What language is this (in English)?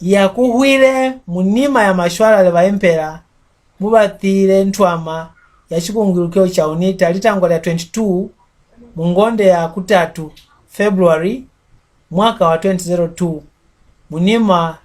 Mbunda